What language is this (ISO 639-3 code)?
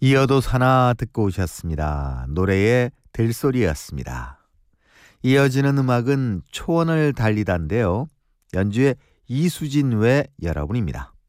kor